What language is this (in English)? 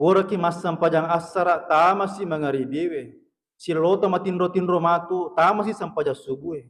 Buginese